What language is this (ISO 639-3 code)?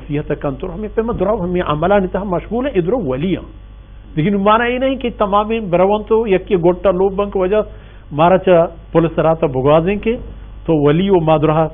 bal